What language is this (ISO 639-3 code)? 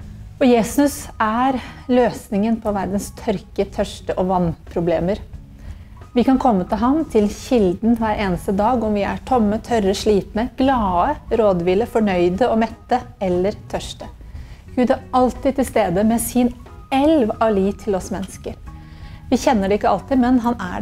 nor